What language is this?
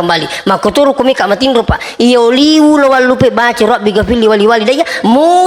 Buginese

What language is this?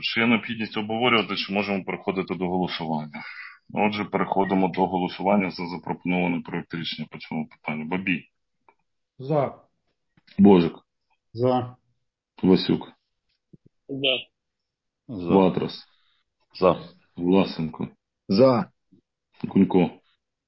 Ukrainian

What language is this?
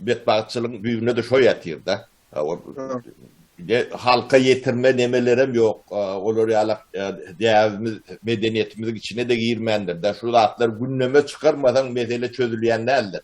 Turkmen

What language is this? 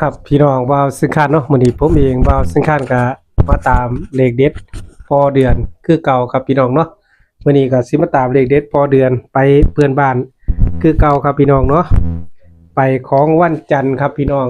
Northeastern Thai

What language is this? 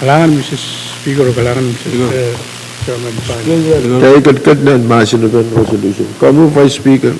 Pohnpeian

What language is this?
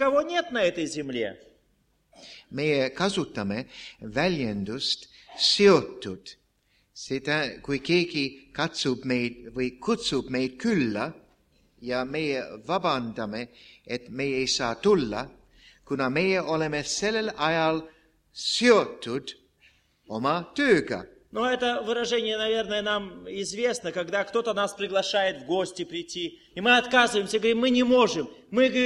Estonian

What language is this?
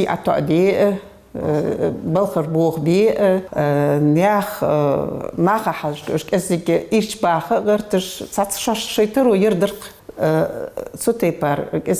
Ingush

